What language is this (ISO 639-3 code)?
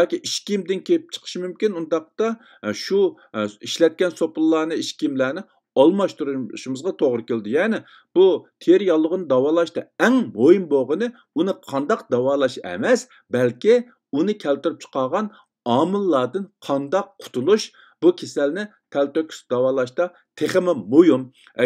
uig